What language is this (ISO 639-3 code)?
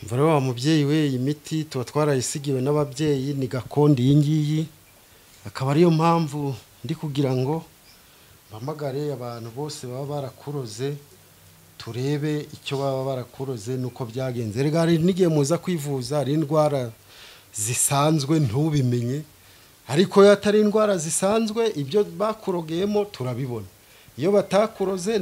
kin